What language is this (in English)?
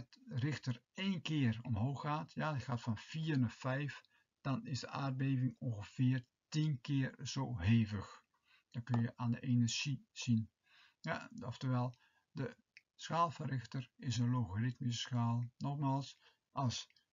Dutch